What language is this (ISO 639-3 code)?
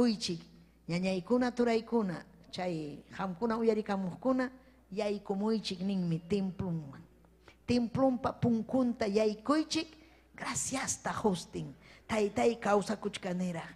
quy